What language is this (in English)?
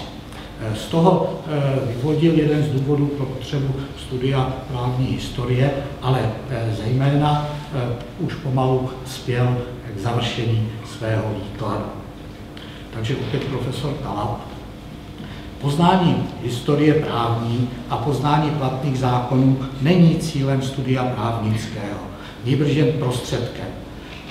Czech